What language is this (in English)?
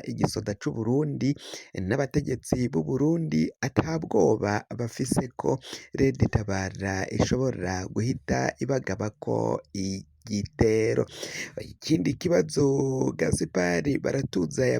Rundi